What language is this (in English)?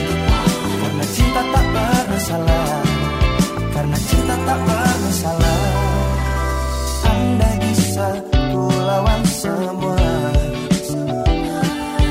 Indonesian